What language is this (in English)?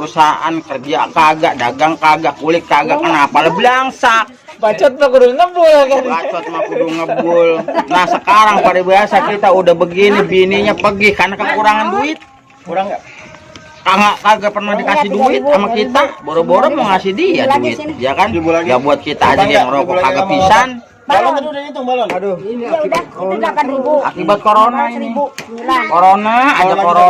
Betawi